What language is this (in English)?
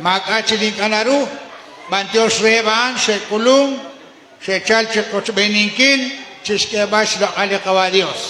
Kekchí